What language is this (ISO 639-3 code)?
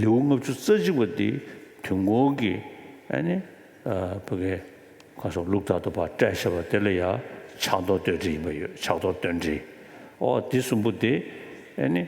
bod